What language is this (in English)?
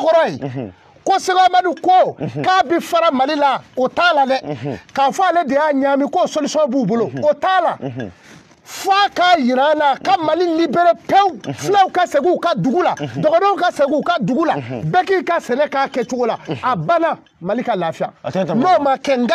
Bambara